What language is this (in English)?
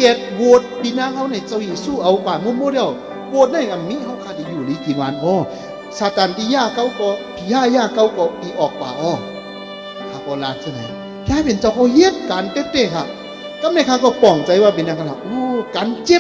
Shan